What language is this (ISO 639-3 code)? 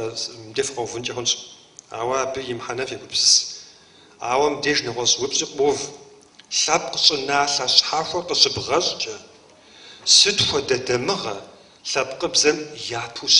kbd